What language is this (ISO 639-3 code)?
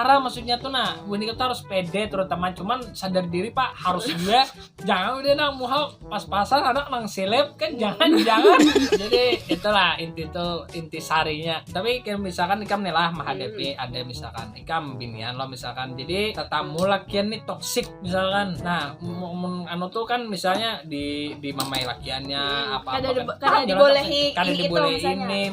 bjn